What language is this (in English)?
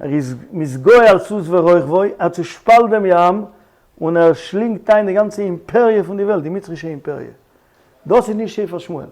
Yiddish